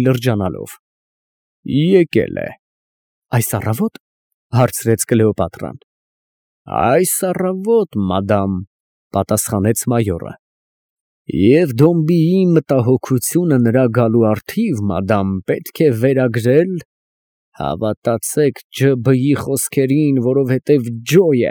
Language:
Armenian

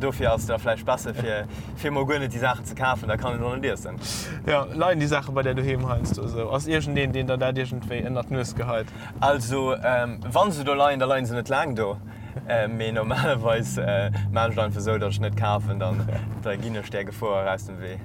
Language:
Luxembourgish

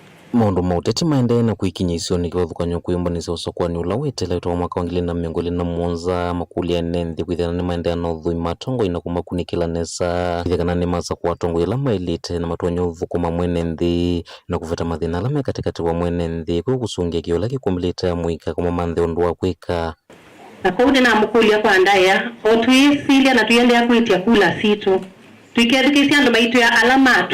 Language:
Kamba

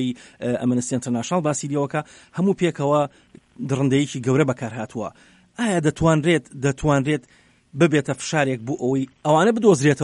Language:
Central Kurdish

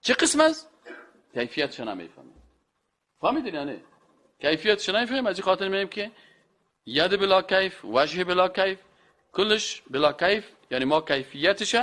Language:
Persian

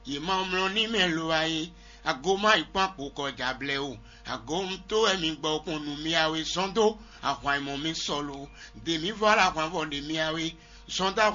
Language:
Fon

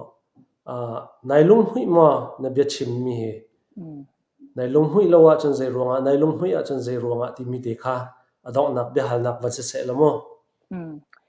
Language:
Falam Chin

